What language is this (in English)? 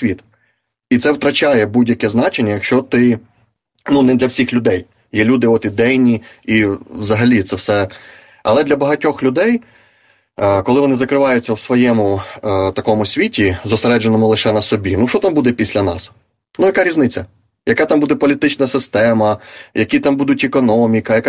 Ukrainian